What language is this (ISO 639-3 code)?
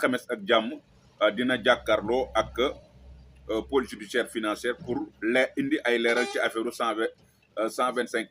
wol